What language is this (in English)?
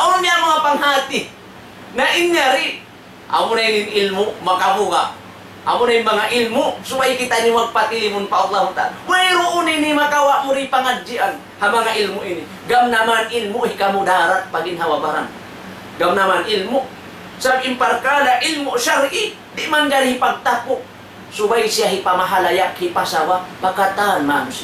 Tausug